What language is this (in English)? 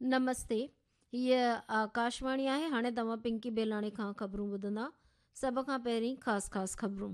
Sindhi